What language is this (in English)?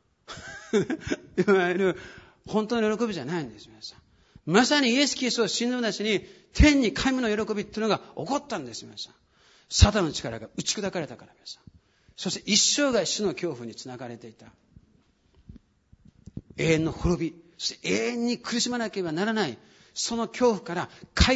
Japanese